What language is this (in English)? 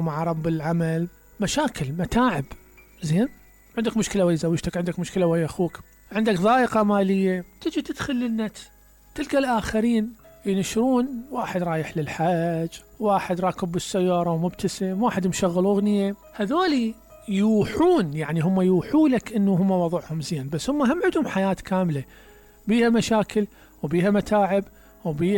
Mesopotamian Arabic